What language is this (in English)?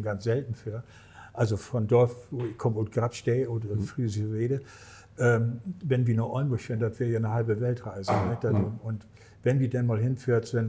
Low German